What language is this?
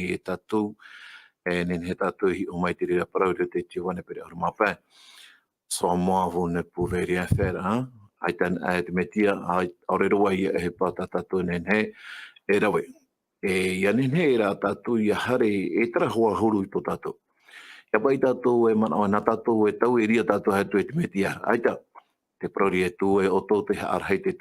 Tahitian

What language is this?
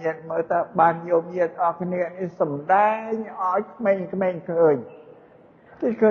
Khmer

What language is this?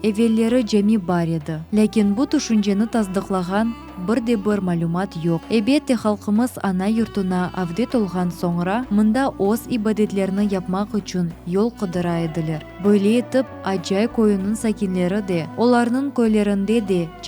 Crimean Tatar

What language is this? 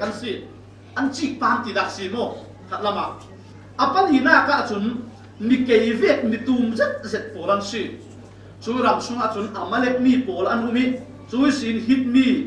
Falam Chin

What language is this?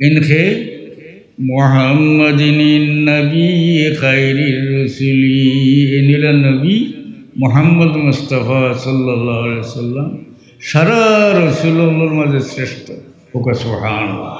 Sylheti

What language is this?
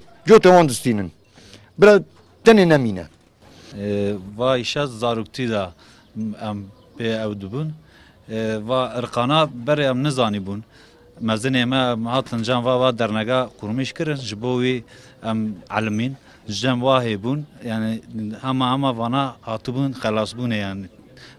Kurdish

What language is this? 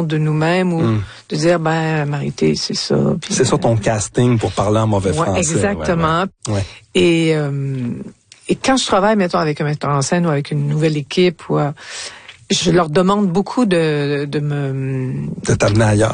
French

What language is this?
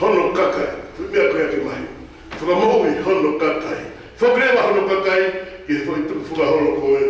Tongan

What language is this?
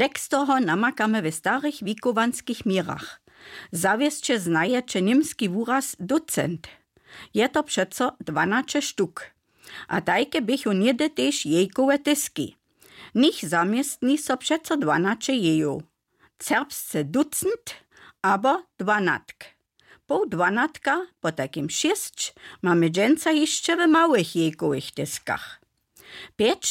Upper Sorbian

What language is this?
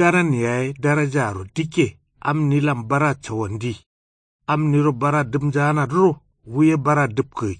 Kanuri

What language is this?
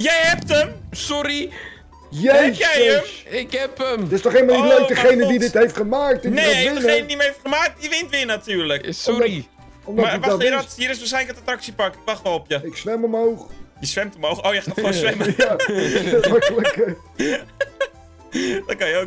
Dutch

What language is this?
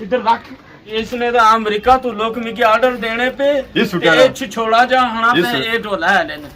Pahari-Potwari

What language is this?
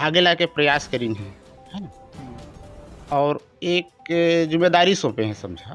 Chhattisgarhi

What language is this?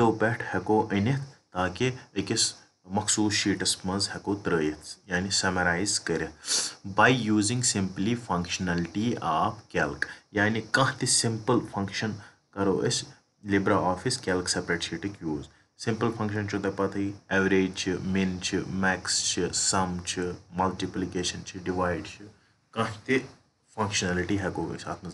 Kashmiri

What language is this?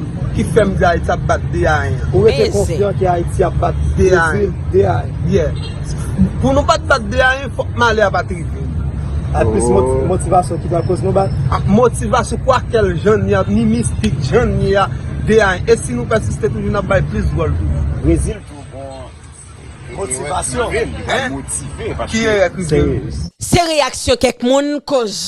Haitian Creole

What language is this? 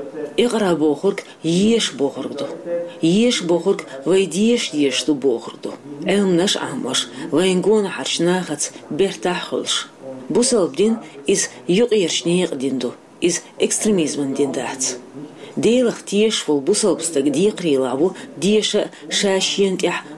Chechen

